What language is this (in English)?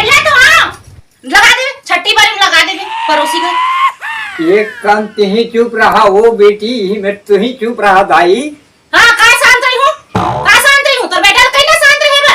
Chhattisgarhi